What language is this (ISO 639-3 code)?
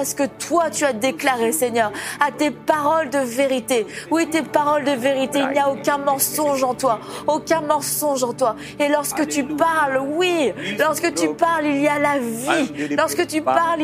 fra